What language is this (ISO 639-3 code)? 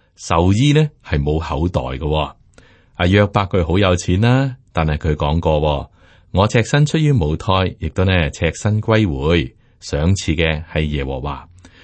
yue